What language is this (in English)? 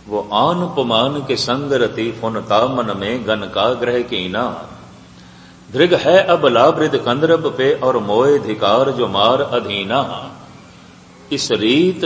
Punjabi